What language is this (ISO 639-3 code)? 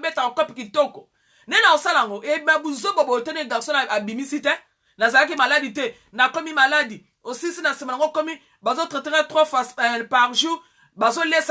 lin